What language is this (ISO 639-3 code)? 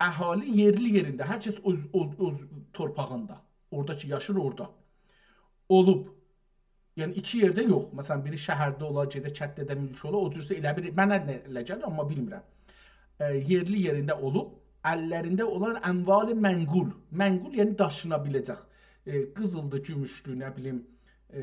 azb